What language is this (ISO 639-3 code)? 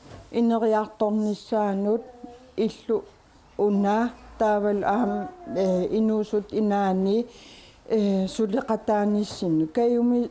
kal